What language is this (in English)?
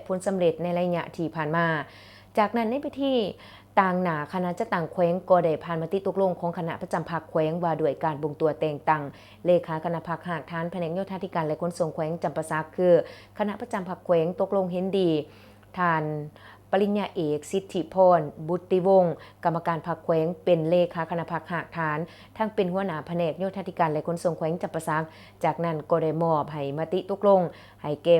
Lao